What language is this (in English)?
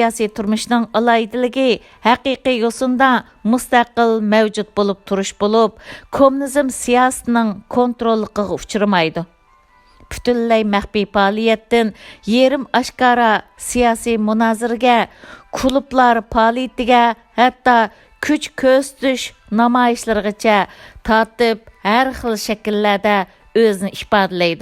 Uyghur